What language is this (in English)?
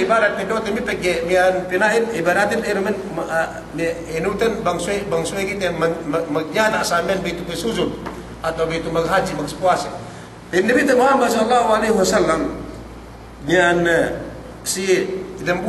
Yakan